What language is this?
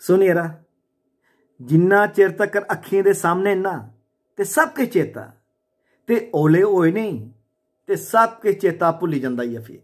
Dogri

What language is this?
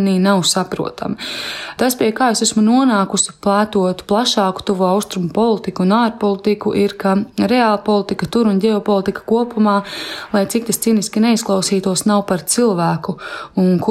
Latvian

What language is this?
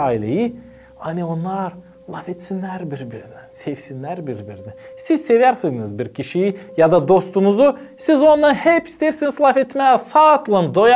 Gagauz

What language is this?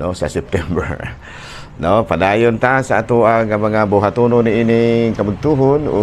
Cebuano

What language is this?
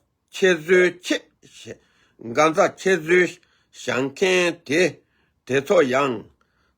Tibetan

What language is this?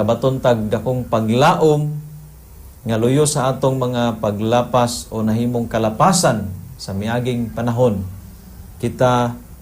Cebuano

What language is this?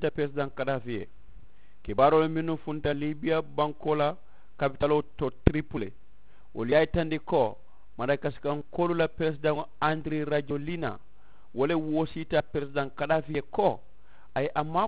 Mandingo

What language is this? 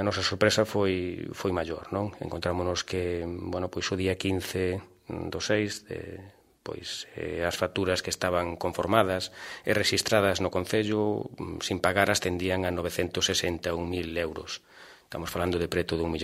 Galician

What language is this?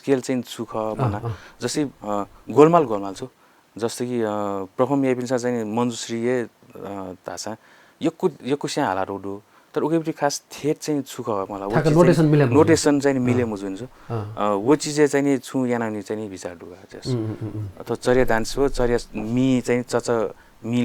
Newari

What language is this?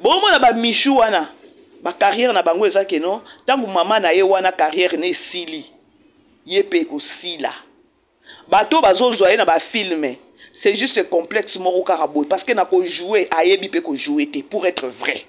Lingala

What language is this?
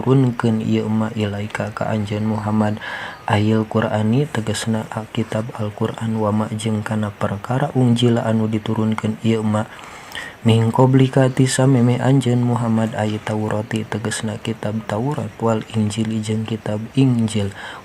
Sundanese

